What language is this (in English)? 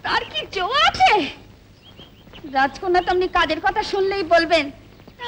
Bangla